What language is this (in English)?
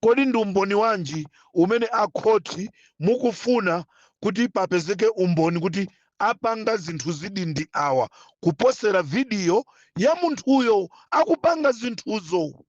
Nyanja